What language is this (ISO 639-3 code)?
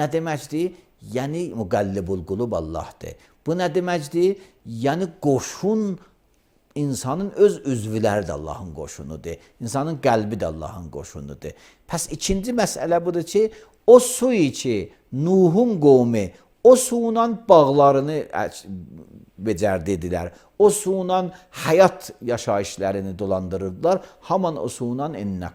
aze